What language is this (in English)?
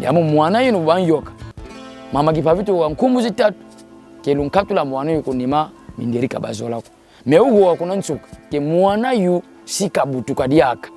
Kongo